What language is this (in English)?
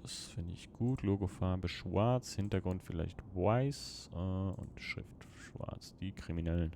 Swiss German